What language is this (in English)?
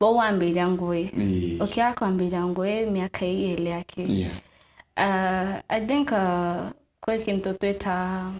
Meru